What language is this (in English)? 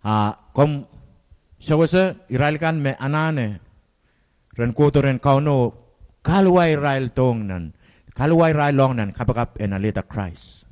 Pohnpeian